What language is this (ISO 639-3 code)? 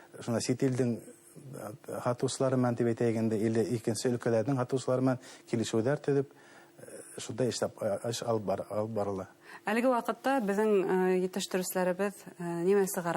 bak